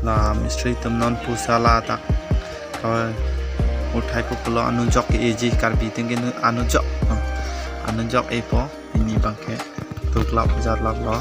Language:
Karbi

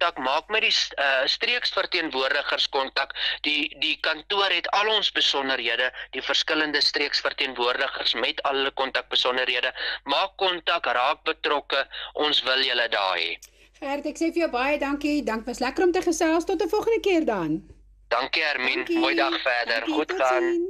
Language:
Afrikaans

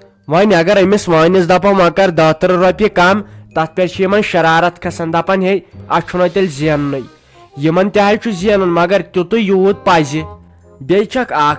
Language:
Kashmiri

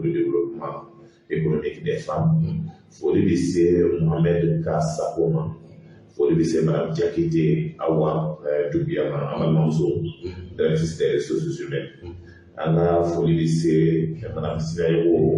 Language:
Bambara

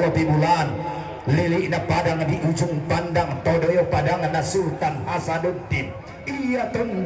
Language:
Toraja-Sa'dan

